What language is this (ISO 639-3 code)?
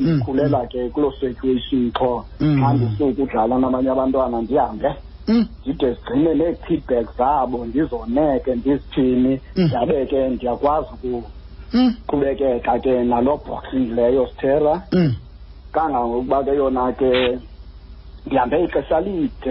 xho